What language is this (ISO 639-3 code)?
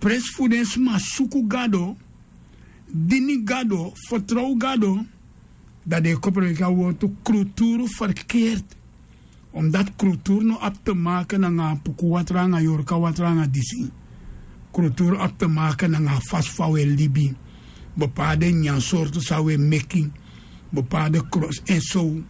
srn